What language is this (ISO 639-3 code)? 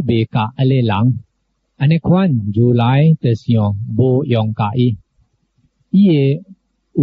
nan